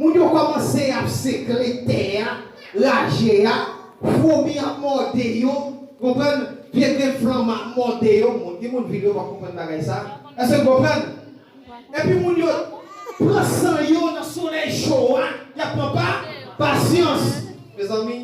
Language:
Haitian Creole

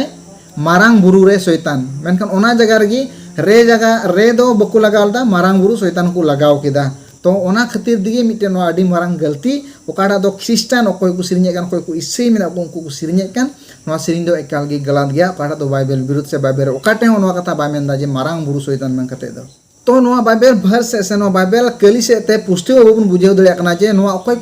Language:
Santali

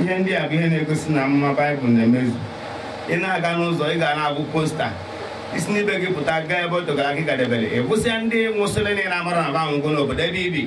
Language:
Igbo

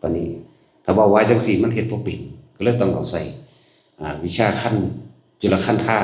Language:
Northeastern Thai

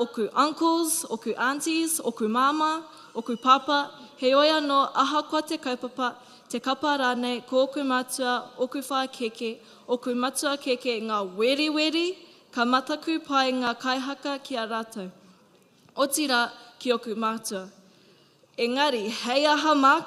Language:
Māori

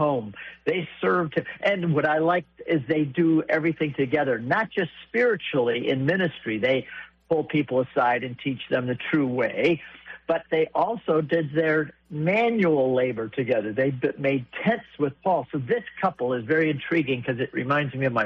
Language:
English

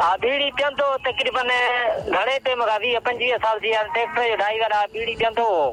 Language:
Sindhi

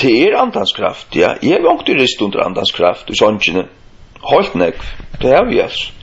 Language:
Faroese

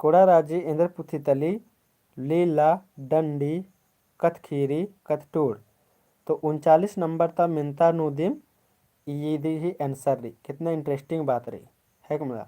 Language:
Kurukh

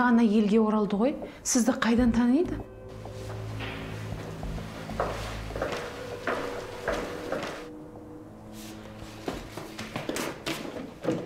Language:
Kazakh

